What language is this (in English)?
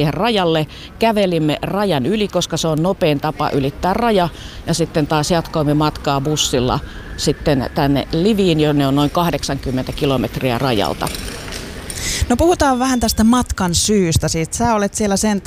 Finnish